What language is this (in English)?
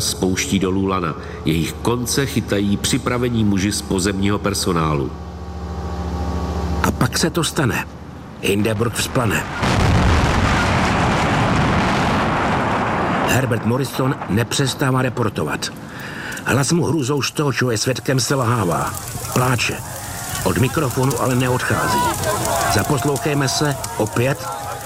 Czech